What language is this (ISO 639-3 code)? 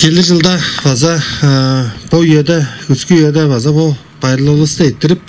tyv